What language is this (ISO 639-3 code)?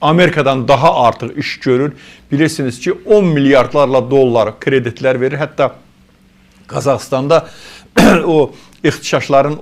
aze